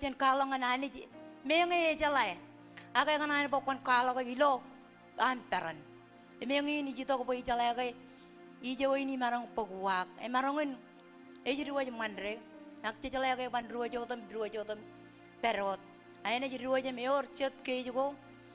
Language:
Marshallese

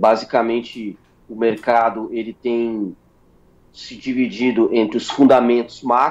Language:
Portuguese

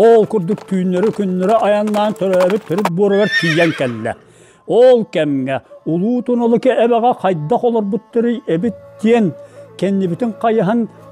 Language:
Yakut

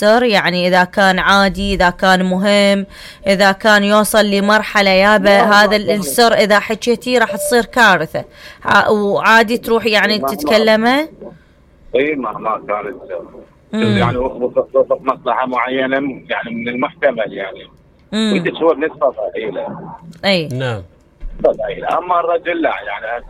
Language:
Mesopotamian Arabic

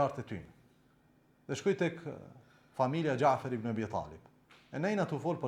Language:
Albanian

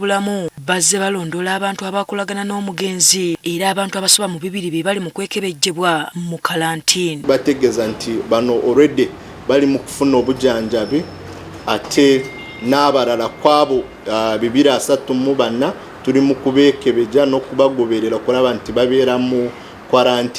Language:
Ganda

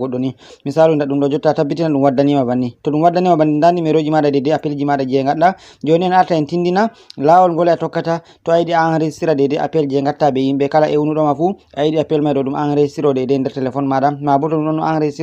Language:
Fula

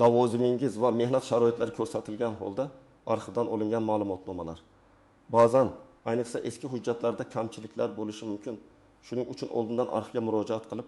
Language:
Uzbek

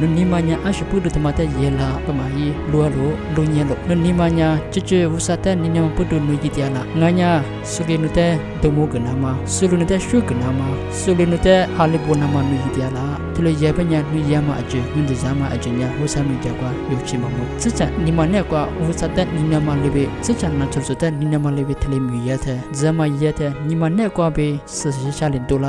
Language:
Lisu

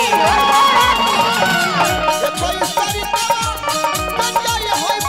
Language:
Bhojpuri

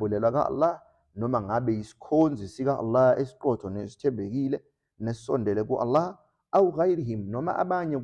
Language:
Zulu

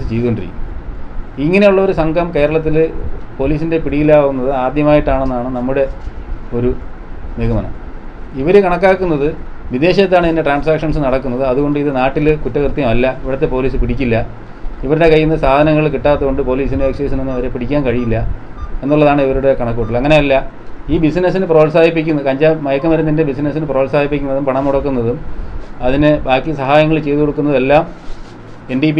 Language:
Malayalam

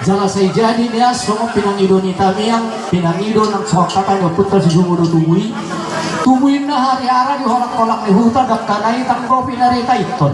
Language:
Batak Toba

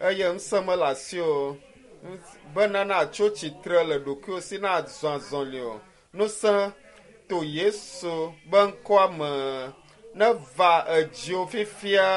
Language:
Ewe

